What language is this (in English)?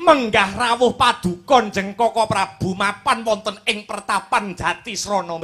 Javanese